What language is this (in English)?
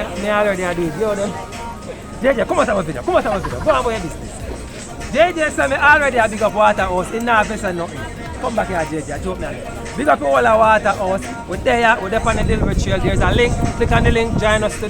Jamaican Creole English